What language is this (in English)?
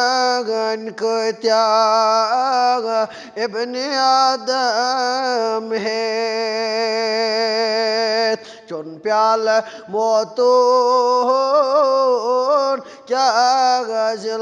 Kashmiri